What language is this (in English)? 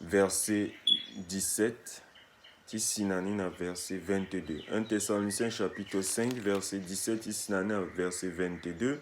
Sango